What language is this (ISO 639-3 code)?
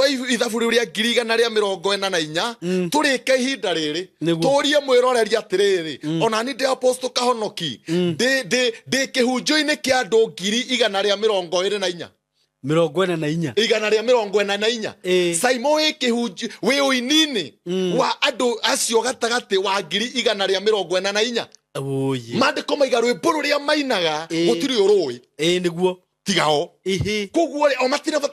kik